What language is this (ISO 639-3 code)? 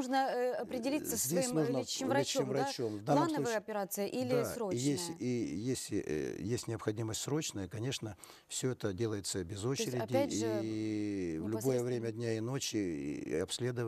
rus